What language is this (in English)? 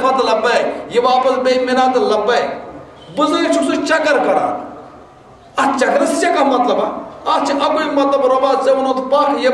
Kashmiri